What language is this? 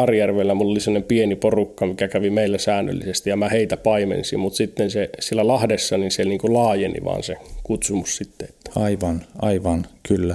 Finnish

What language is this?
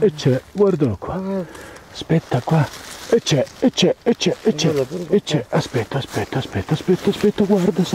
Italian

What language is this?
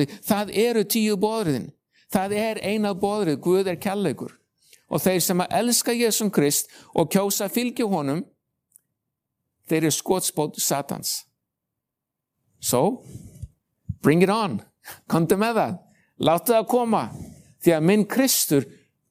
Icelandic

